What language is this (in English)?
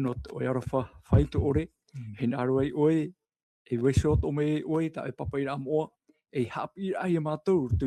Tahitian